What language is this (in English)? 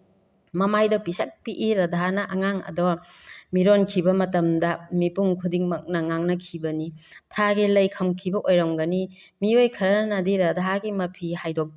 Manipuri